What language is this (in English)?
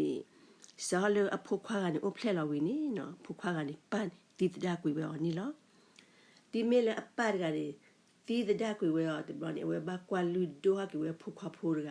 S'gaw Karen